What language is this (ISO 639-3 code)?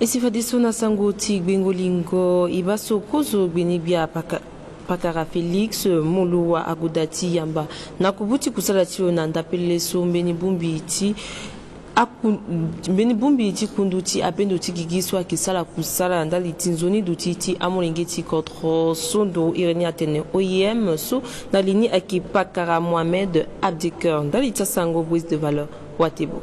sag